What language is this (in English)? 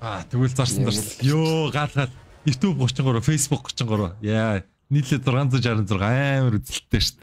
Mongolian